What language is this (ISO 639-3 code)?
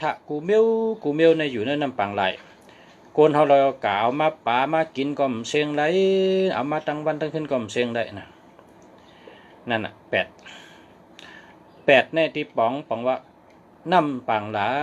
shn